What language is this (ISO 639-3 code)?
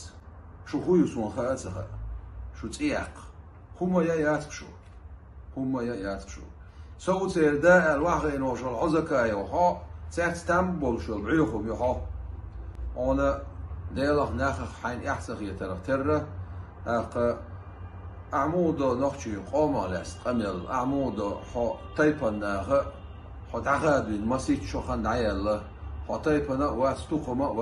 che